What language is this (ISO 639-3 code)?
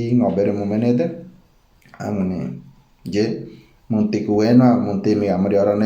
gym